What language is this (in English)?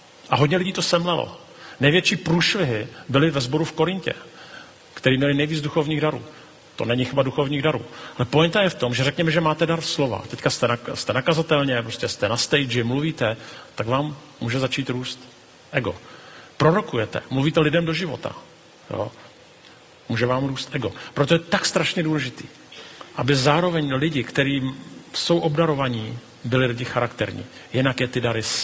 Czech